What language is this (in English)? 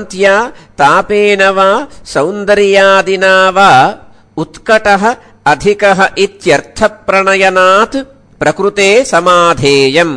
Sanskrit